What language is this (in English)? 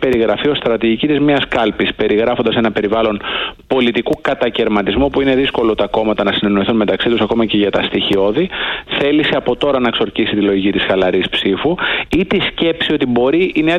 Greek